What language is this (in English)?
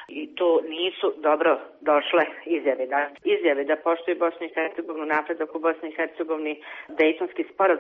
Bosnian